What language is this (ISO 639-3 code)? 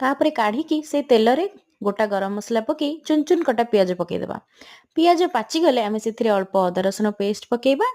ori